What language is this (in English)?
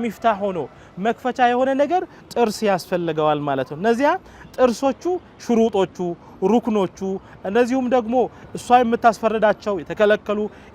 Amharic